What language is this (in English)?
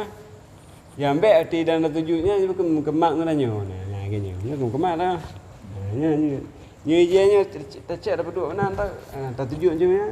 Achinese